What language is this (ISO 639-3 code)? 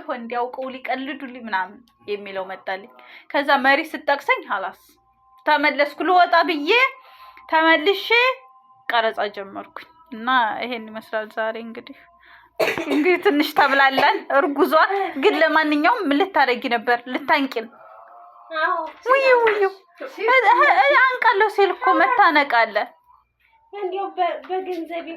amh